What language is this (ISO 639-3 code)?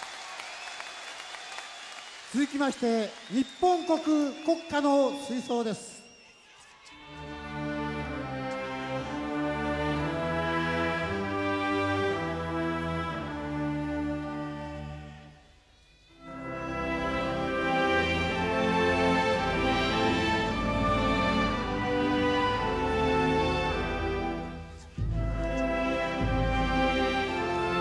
jpn